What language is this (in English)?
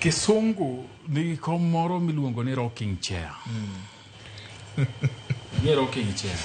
Luo (Kenya and Tanzania)